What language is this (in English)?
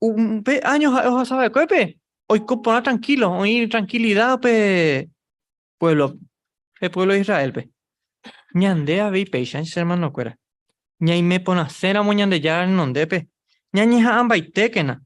Guarani